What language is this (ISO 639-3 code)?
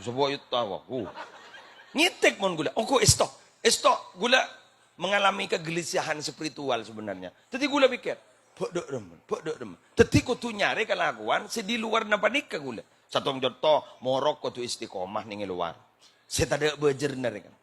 mad